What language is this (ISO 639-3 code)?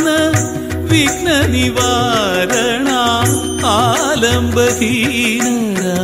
mal